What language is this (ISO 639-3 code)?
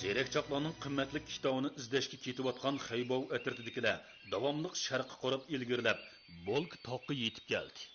uig